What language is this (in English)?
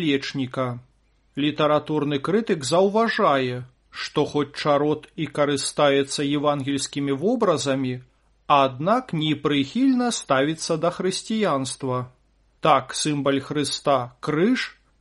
Belarusian